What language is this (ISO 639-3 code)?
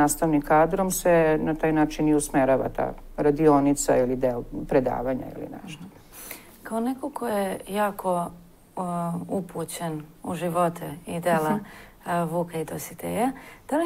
srp